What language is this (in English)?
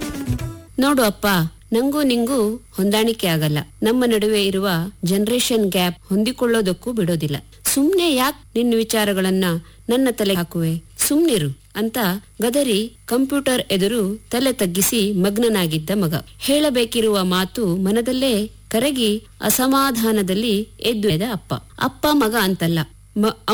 Kannada